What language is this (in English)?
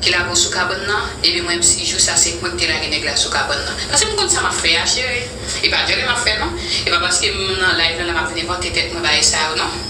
Haitian Creole